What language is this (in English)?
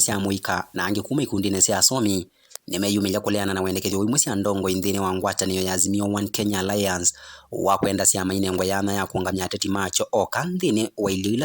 Kamba